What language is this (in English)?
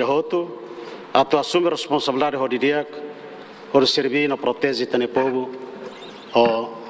Tetum